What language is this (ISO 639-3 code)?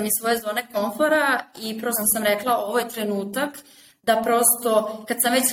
srp